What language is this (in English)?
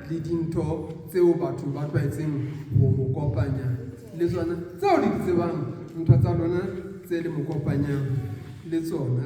Southern Sotho